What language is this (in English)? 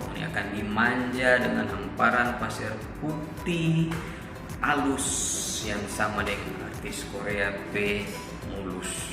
Manado Malay